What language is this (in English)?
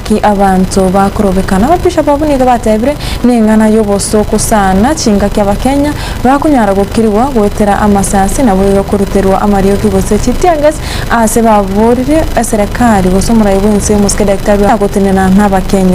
Gusii